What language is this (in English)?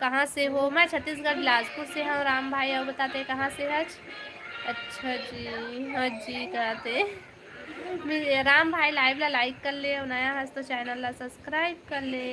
Chhattisgarhi